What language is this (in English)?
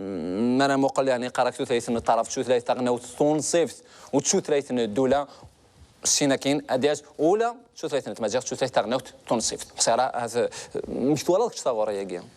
Kabyle